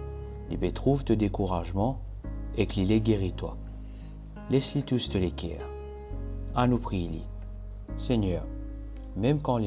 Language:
Morisyen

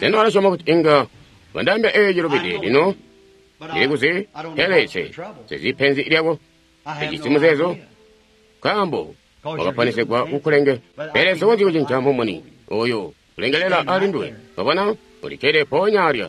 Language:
Tonga (Zambia)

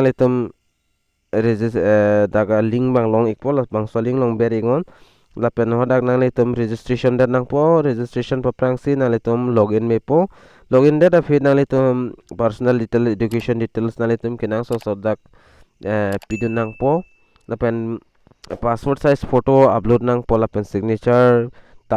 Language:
Karbi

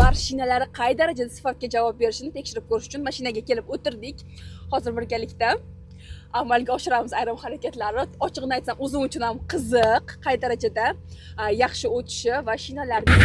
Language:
Uzbek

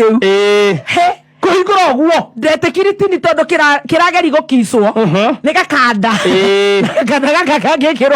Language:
Kikuyu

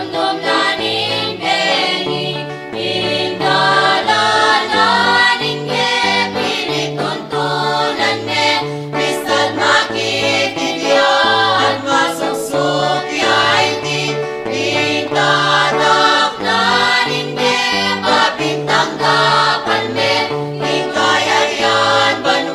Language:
Pampanga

